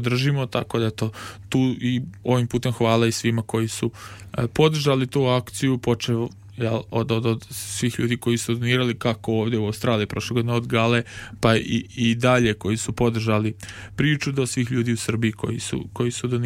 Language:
Serbian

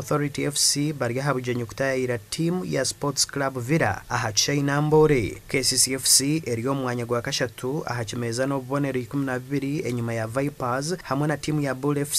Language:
Nyankole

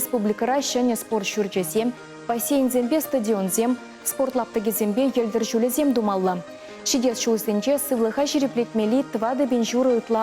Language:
Chuvash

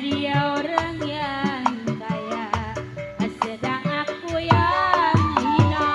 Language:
Betawi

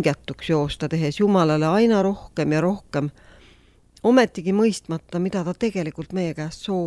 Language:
Estonian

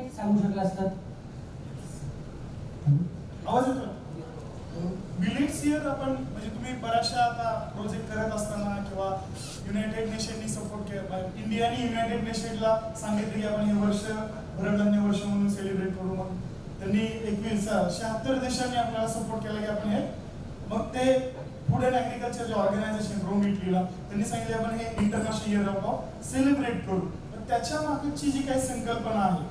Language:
Marathi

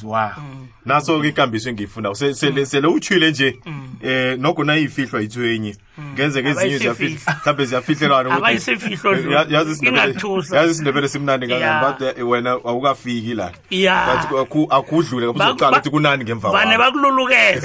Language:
South Ndebele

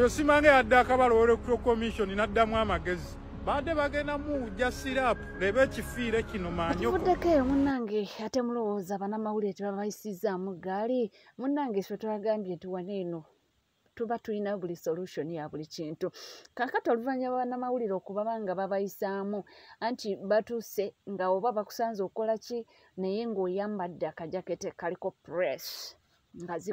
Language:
Ganda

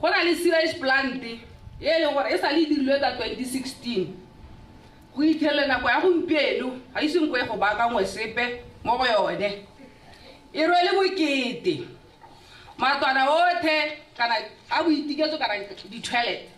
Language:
Tswana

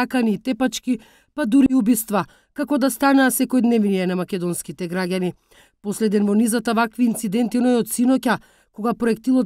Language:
Macedonian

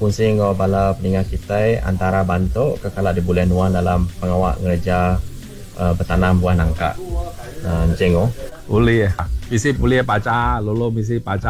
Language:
Iban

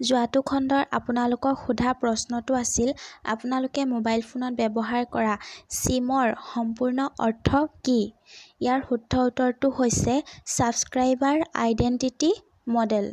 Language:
Assamese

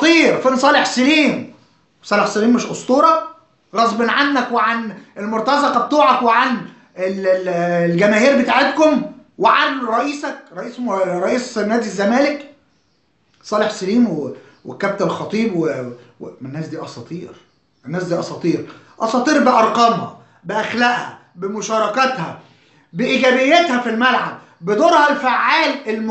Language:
Egyptian Arabic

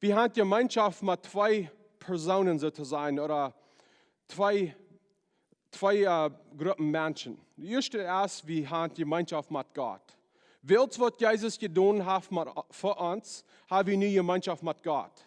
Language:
Plautdietsch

